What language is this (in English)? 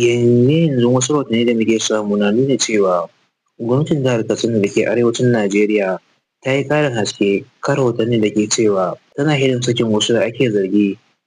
Hausa